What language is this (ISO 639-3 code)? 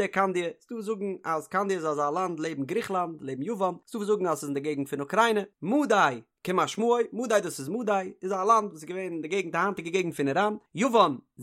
yid